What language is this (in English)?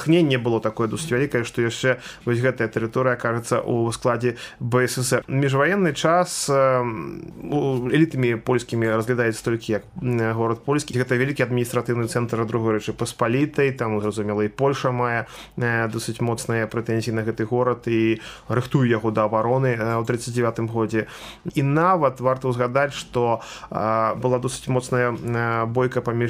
Belarusian